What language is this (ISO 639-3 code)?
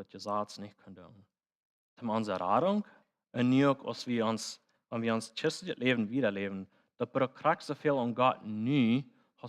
pdt